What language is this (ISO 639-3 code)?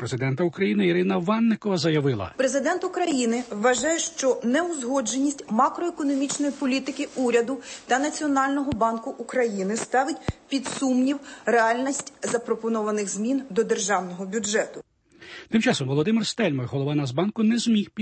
ukr